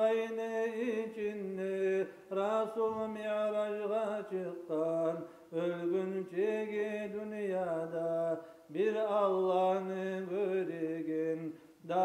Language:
Kumyk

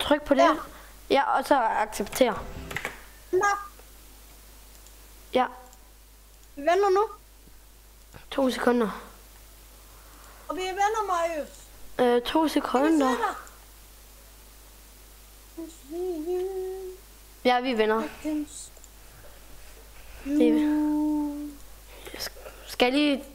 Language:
Danish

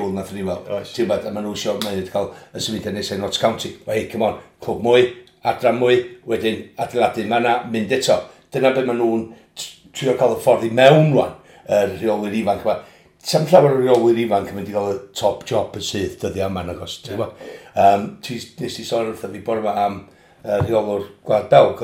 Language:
Welsh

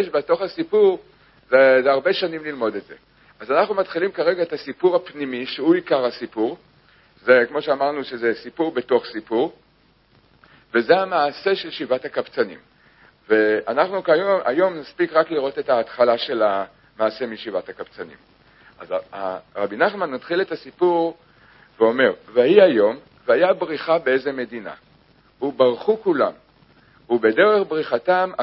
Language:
Hebrew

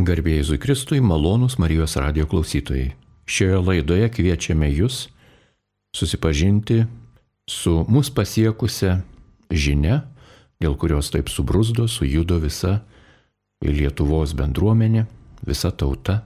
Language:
Lithuanian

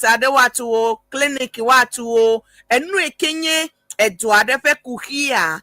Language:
Ewe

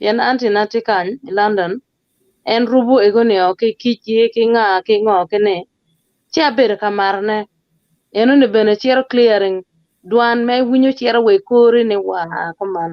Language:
Acoli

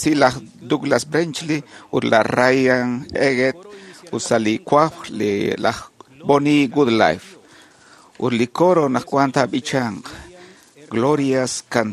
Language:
Kekchí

